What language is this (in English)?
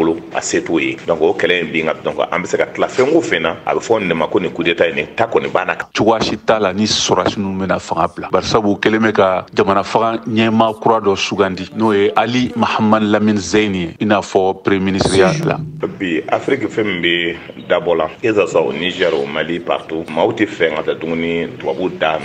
Bambara